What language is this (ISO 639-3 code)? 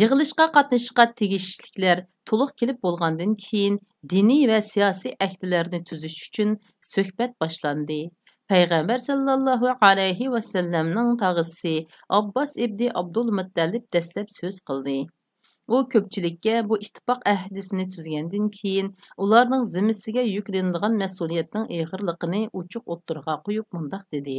uig